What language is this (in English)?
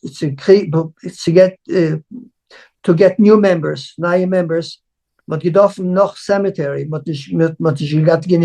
Yiddish